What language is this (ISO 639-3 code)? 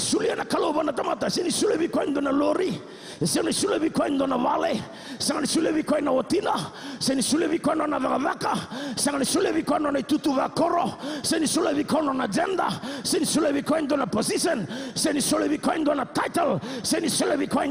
fij